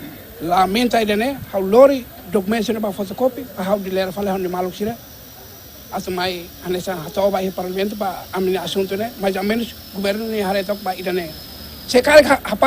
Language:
Tetum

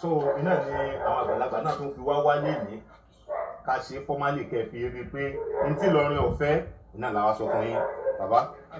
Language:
Yoruba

